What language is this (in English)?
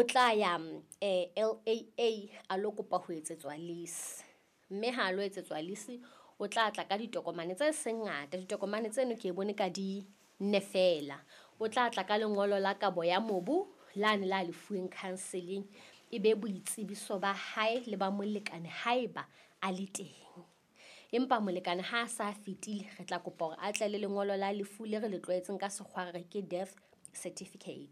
Southern Sotho